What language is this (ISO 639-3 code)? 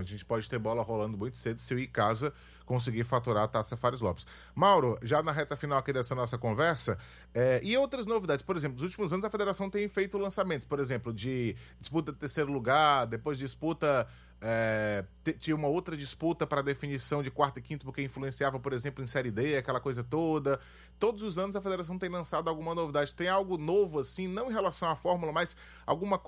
por